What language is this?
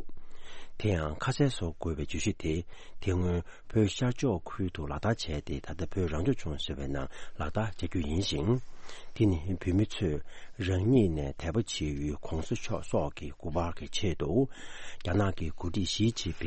Tibetan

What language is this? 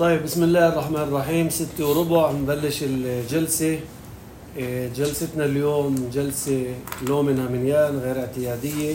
North Levantine Arabic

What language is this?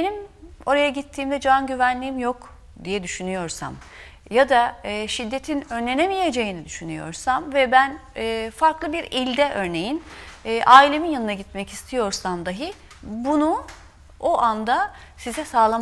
Turkish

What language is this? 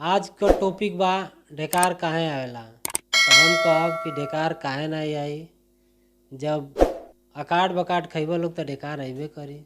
Bhojpuri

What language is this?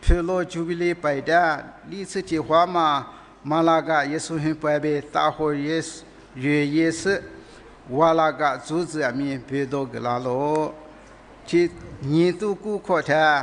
Lisu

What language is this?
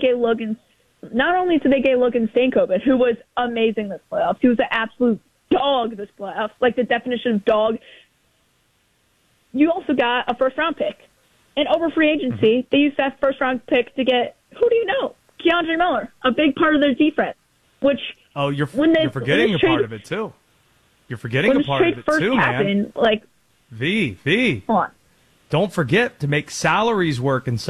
English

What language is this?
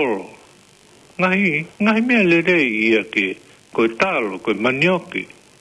Tongan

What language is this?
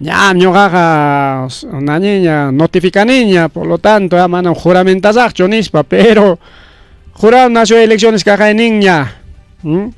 Ayacucho Quechua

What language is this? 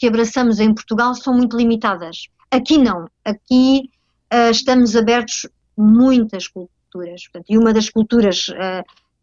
Portuguese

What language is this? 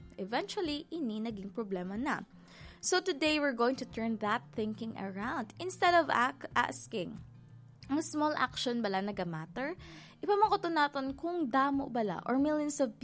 Hiligaynon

